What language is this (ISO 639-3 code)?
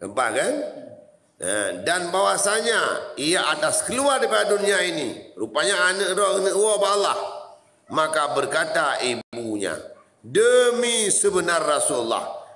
ace